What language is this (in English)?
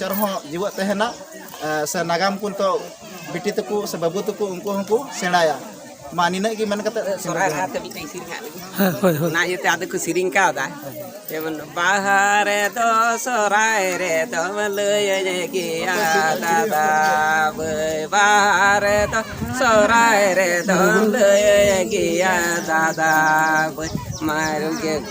Santali